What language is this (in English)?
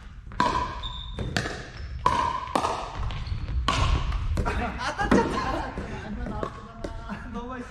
Japanese